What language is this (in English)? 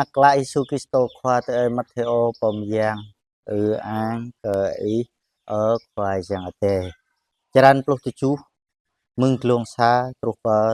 Jarai